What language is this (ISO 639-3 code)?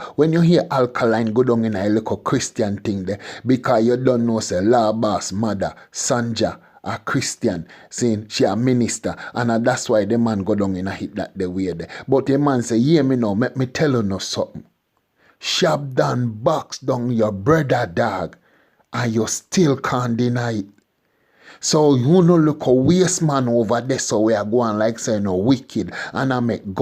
jam